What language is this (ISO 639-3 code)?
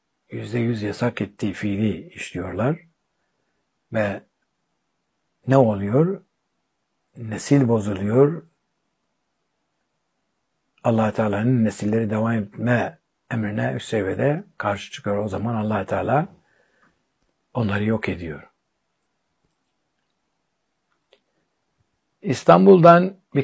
tur